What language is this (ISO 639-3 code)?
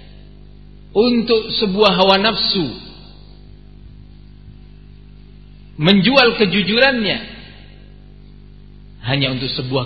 ind